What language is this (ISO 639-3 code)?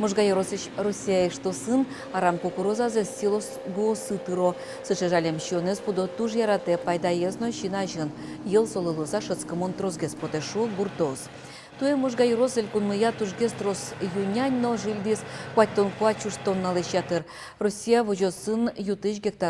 udm